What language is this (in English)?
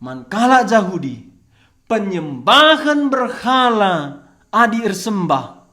Batak Karo